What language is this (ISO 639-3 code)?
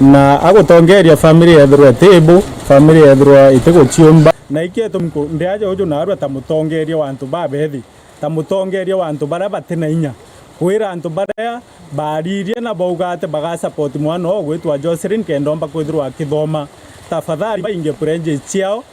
mer